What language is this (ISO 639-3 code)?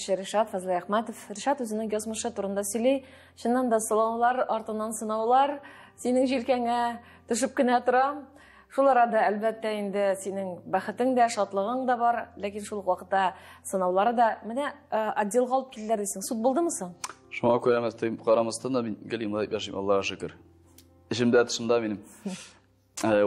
tat